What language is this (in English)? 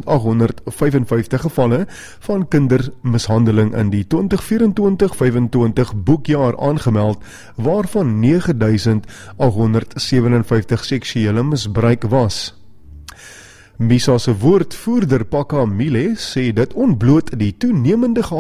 Afrikaans